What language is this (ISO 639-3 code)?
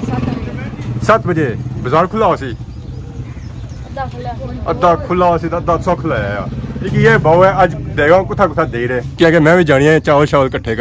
phr